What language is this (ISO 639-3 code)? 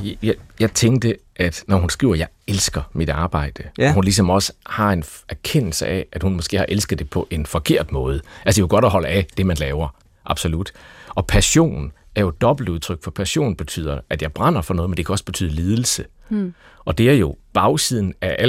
dan